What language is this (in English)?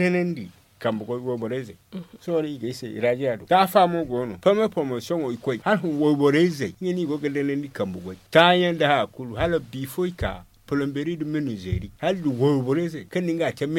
Zarma